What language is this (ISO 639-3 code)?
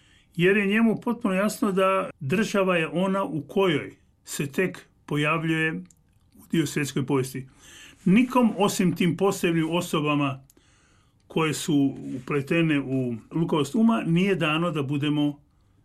hrv